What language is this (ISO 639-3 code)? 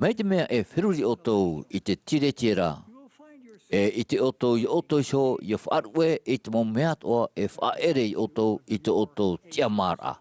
tah